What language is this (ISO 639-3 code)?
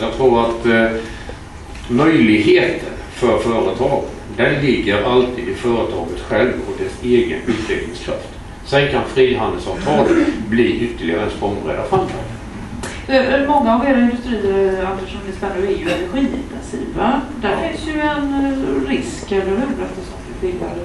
swe